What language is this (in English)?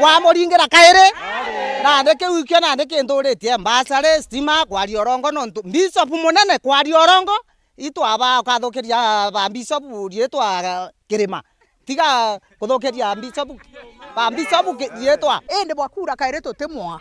Meru